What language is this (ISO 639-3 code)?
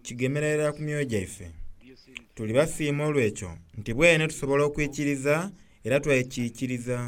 xog